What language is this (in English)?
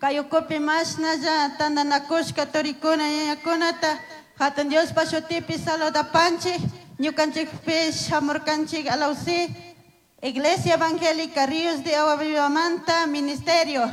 Chimborazo Highland Quichua